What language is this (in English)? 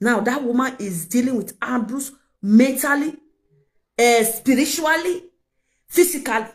Nigerian Pidgin